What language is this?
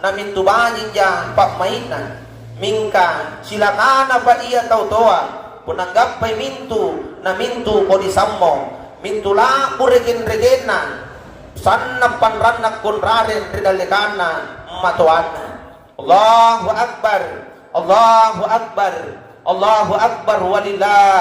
Makasar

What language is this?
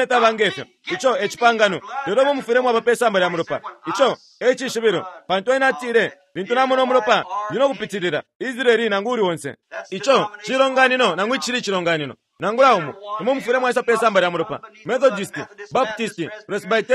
Bemba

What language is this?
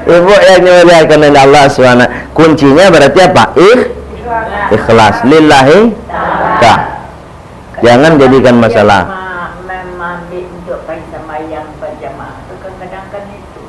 Minangkabau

